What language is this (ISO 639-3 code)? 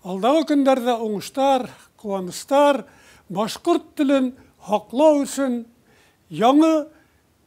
bak